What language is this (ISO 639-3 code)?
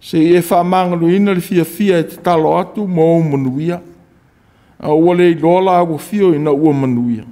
smo